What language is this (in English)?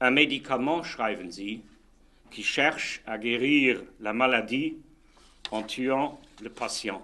Luxembourgish